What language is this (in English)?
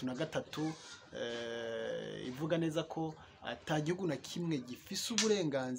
Rundi